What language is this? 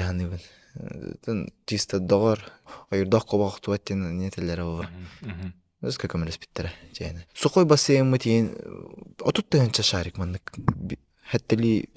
Yakut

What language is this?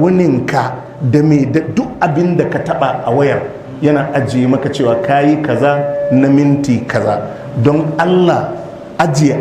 Hausa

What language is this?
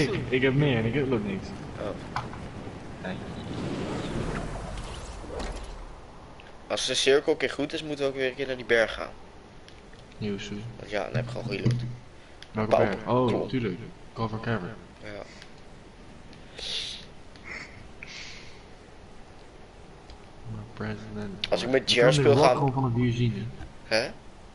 Dutch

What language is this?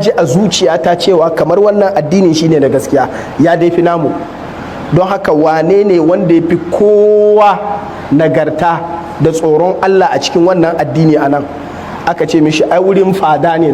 Hausa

